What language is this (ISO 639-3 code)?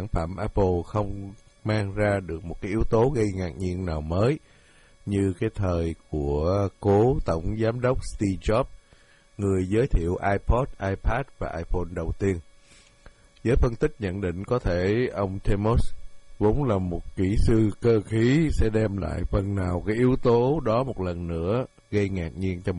vie